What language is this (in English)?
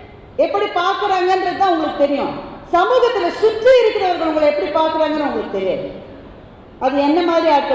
Tamil